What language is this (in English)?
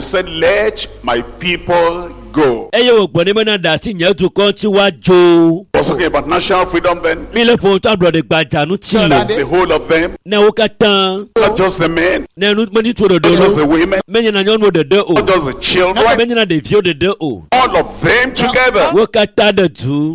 Ewe